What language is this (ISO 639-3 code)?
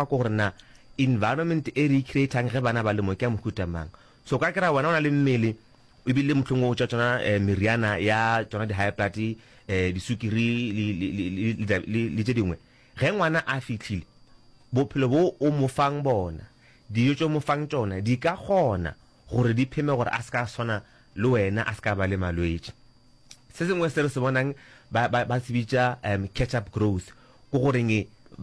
nso